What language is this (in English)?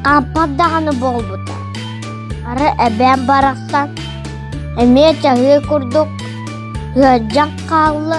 Yakut